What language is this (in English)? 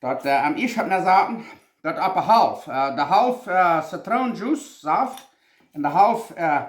Plautdietsch